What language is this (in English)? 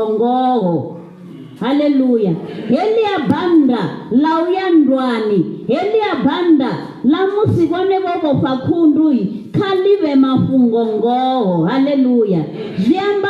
Venda